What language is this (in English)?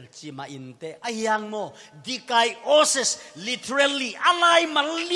Tedim Chin